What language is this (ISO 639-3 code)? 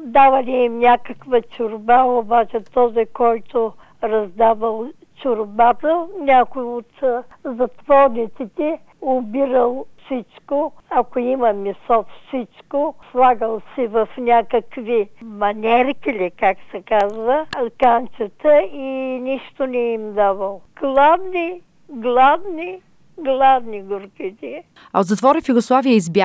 bul